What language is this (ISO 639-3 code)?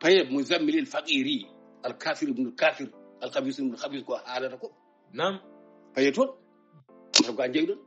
ful